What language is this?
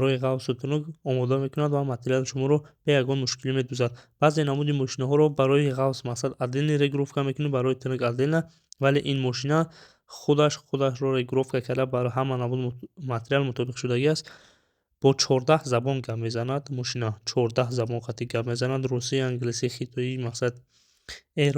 Tajik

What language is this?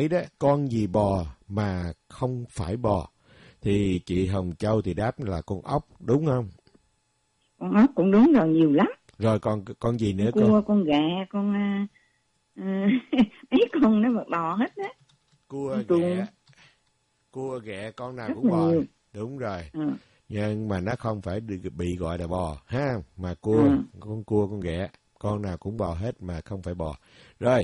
Vietnamese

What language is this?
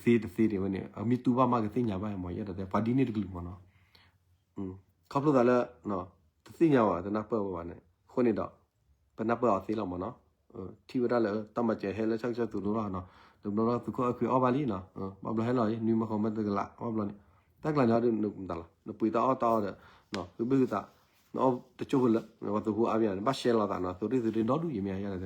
S'gaw Karen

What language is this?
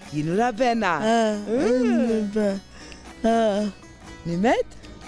Zaza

